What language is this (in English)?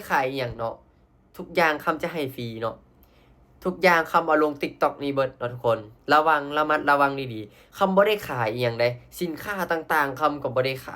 Lao